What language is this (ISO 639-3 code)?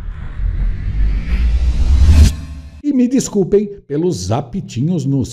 por